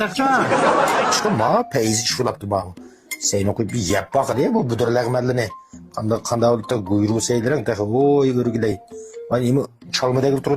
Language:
Uyghur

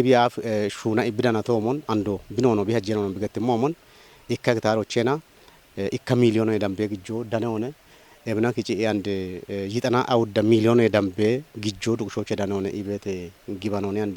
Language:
Kafa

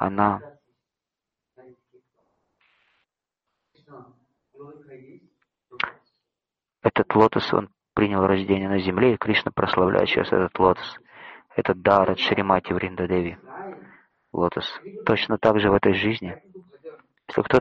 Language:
Russian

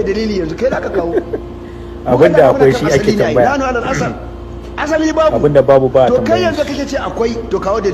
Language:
Hausa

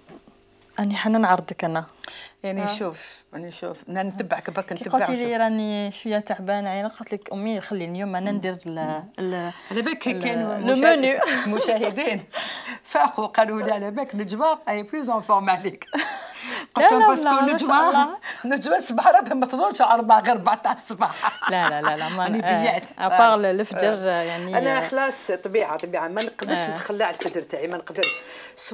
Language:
Algerian Arabic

